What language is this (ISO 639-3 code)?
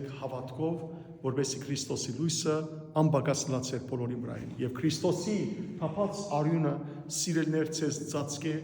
hyw